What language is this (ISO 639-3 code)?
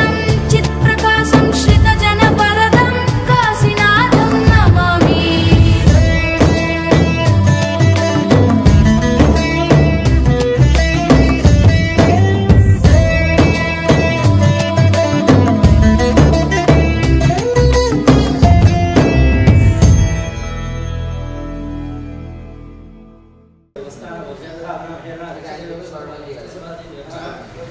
san